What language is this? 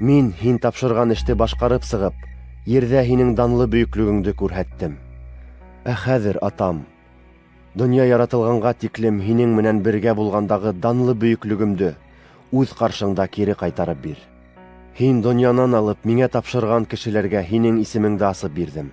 Bashkir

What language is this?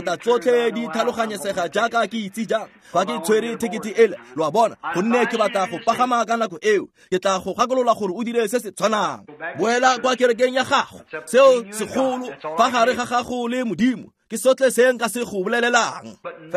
Tswana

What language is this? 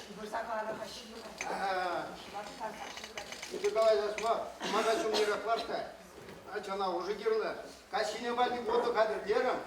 Chuvash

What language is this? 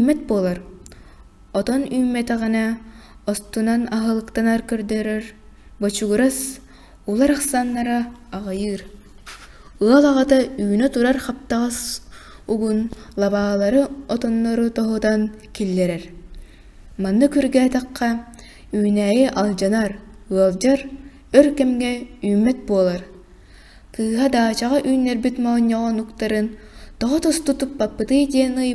Yakut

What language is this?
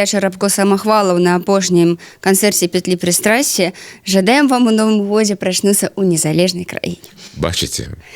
Belarusian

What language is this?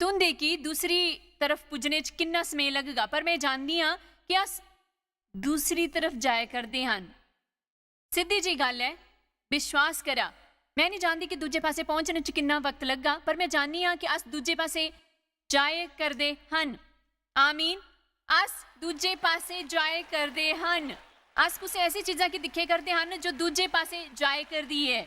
Dogri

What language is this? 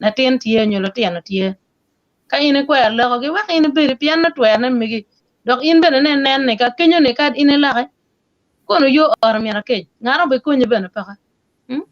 Acoli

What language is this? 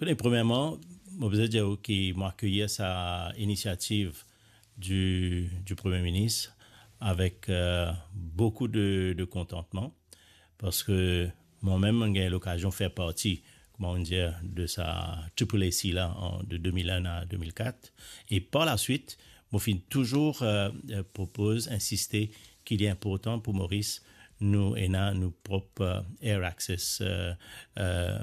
Morisyen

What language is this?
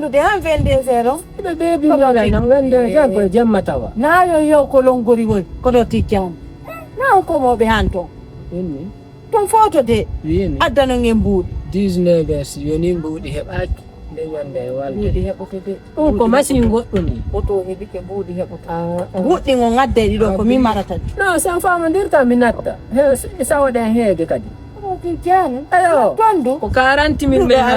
Fula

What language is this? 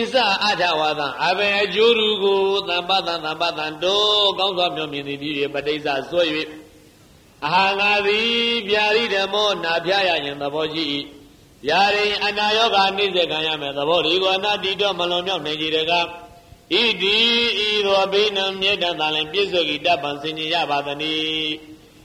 Burmese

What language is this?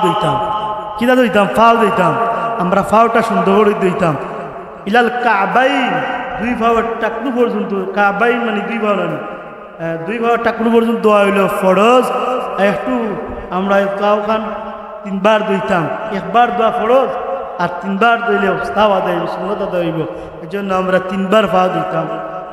Sylheti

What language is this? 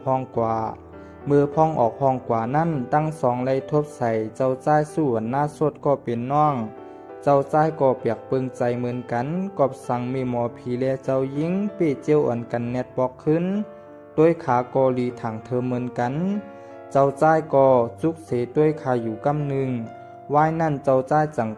Shan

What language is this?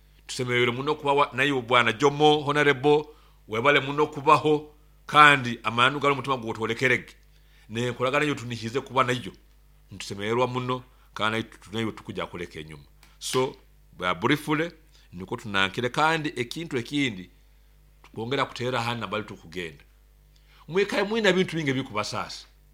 Nyoro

